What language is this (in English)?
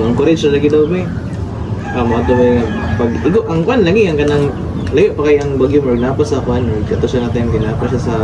Cebuano